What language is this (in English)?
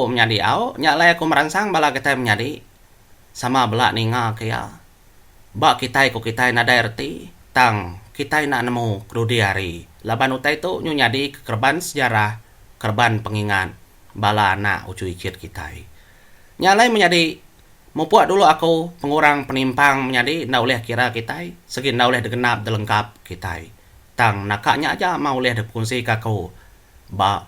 Iban